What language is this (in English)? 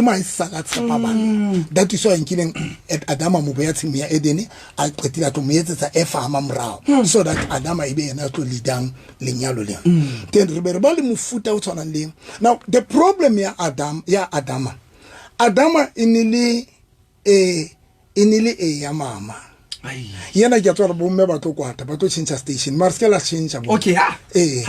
Southern Sotho